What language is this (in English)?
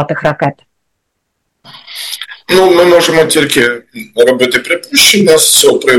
Ukrainian